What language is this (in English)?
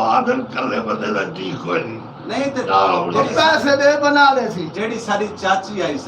Saraiki